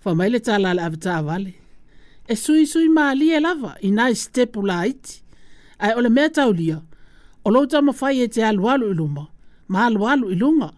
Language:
Samoan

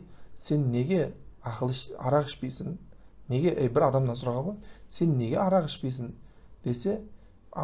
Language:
Kazakh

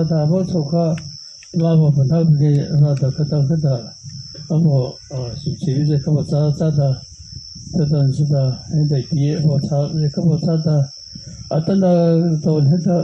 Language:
Mara Chin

